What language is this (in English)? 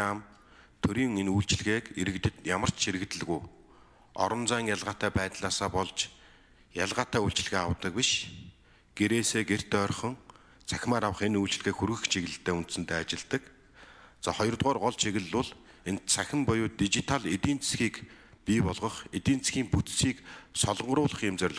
Mongolian